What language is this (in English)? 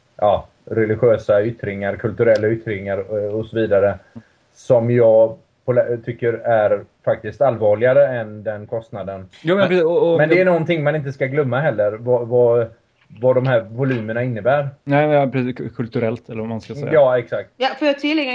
Swedish